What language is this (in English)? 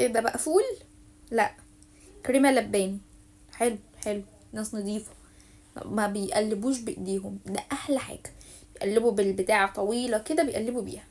Egyptian Arabic